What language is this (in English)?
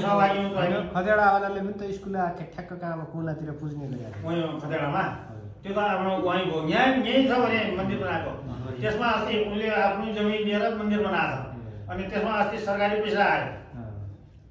Nepali